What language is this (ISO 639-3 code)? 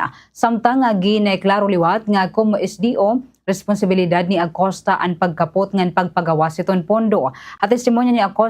war